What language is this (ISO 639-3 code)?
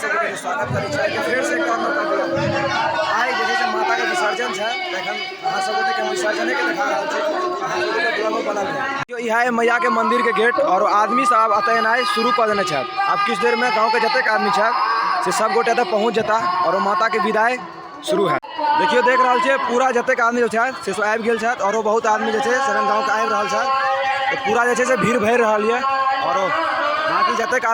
mai